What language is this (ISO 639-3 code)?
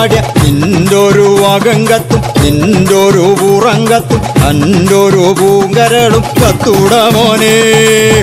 mal